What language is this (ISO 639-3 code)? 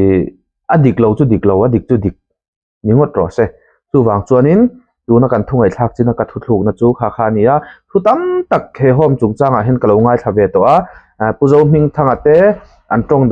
lus